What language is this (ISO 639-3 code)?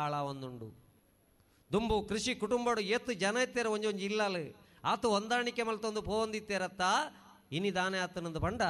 tcy